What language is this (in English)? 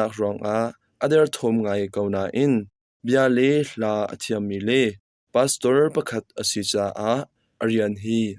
Hakha Chin